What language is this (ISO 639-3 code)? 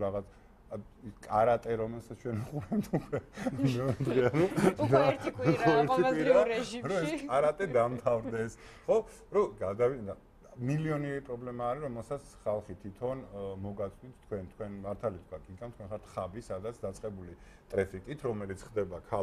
kat